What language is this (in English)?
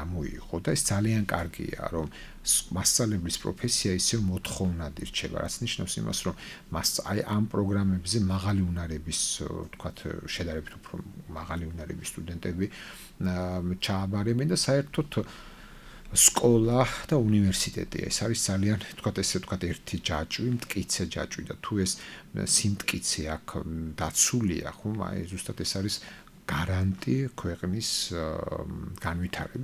Georgian